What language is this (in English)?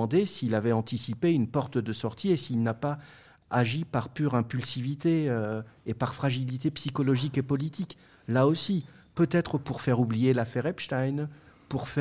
French